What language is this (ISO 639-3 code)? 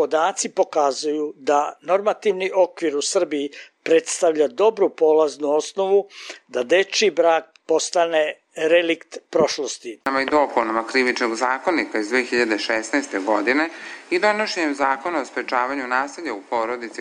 srp